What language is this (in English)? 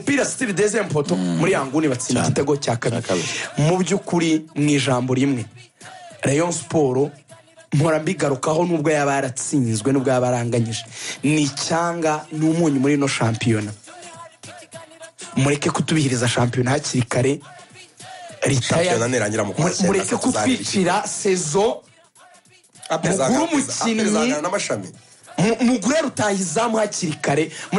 Kinyarwanda